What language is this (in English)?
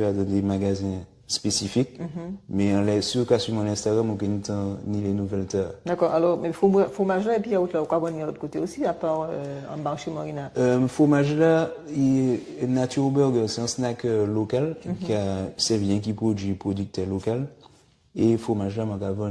Guadeloupean Creole French